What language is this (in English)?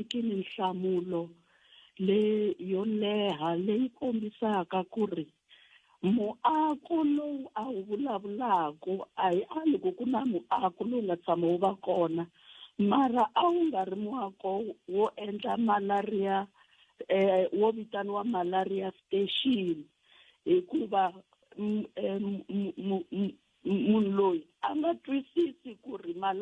Tsonga